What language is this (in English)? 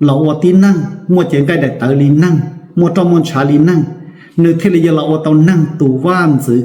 Hmong